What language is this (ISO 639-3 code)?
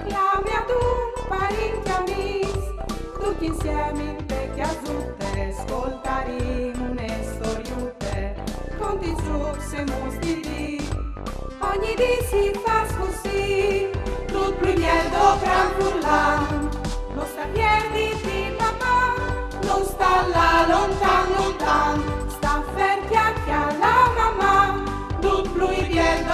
fur